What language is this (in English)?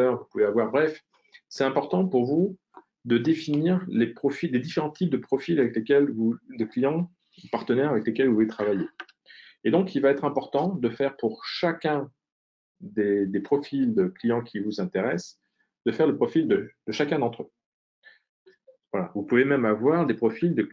French